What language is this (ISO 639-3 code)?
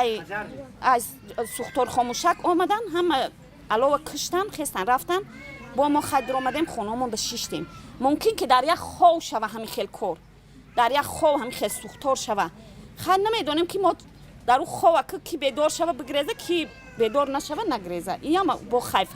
tgk